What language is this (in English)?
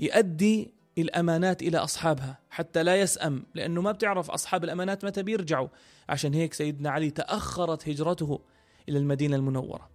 North Levantine Arabic